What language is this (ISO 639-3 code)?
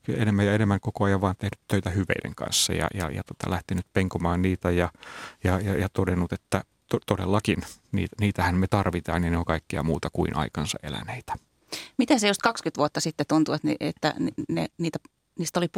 fin